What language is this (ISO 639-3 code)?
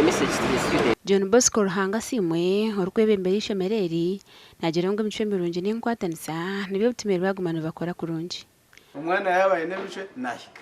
nyn